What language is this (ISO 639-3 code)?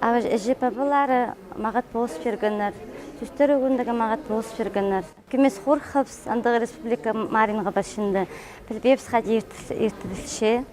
kjh